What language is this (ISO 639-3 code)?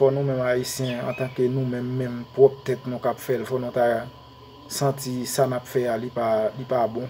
hat